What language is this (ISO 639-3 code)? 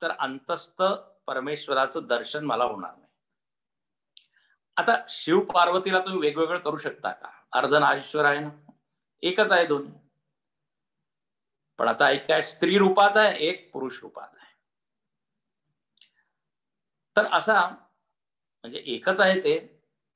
mar